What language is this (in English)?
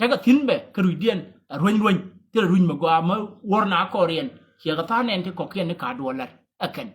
Nuer